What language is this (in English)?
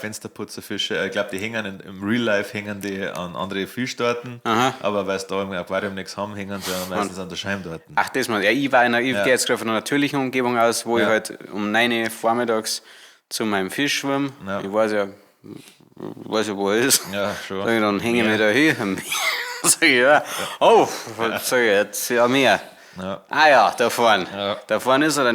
Bavarian